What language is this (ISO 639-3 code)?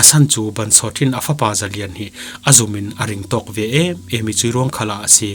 cfm